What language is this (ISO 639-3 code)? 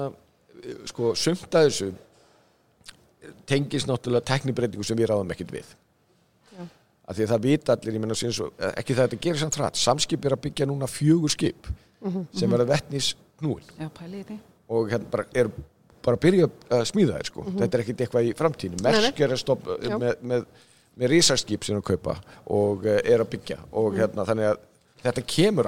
isl